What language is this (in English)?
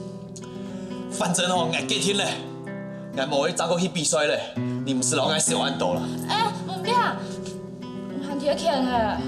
Hakka Chinese